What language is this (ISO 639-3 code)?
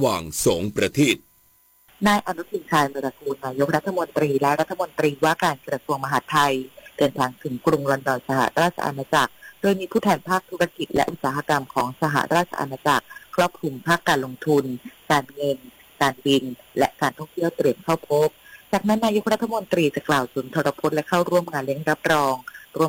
tha